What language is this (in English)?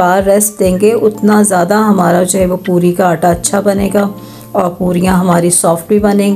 Hindi